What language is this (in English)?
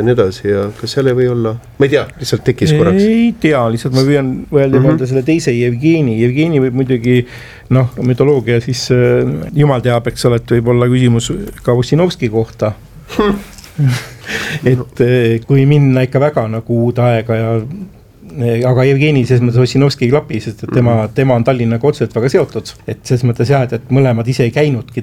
Estonian